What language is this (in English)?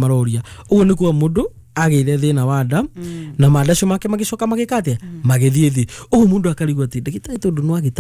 Kikuyu